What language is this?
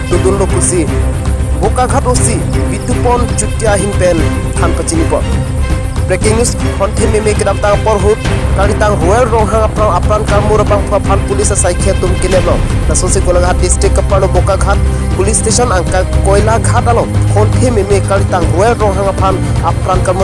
Karbi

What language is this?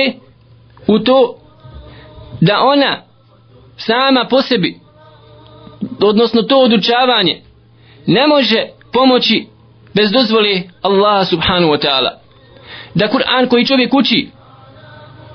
Bosnian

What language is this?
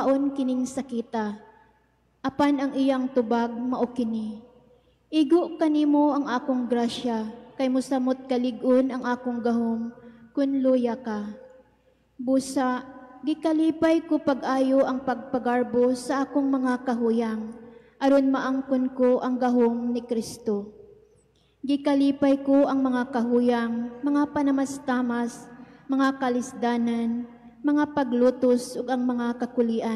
Cebuano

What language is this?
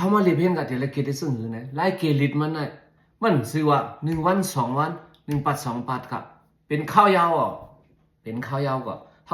Shan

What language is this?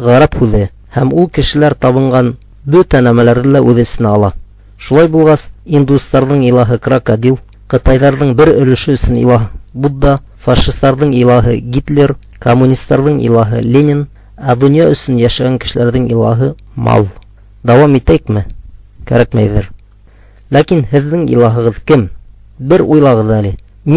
Bashkir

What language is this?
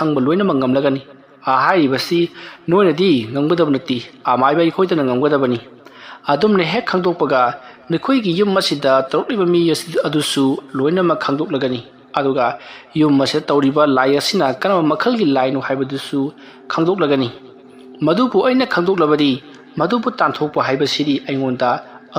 Manipuri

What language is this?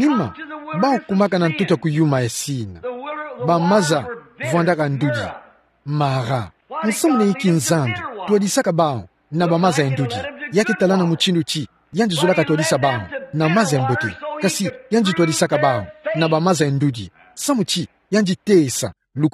Kituba (Democratic Republic of Congo)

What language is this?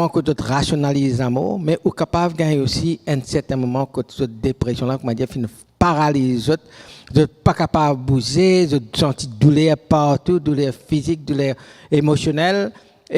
Morisyen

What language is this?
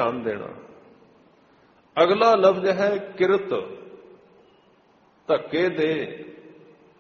Punjabi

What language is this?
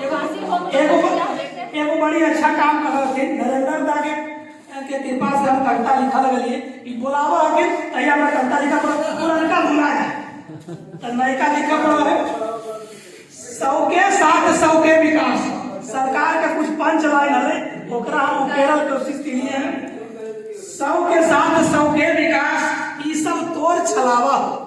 Magahi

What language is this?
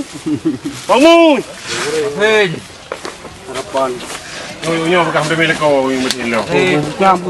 Achinese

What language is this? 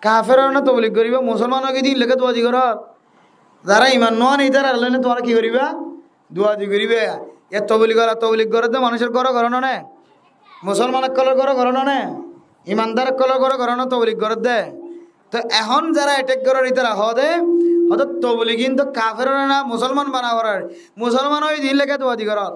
Rohingya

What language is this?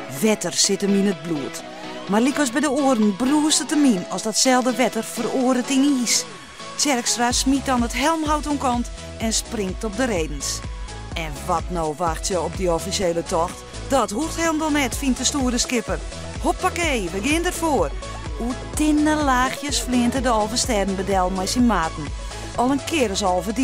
Western Frisian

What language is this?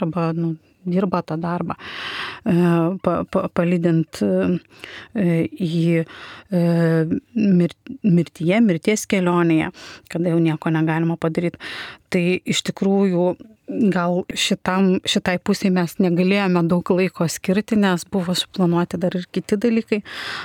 Lithuanian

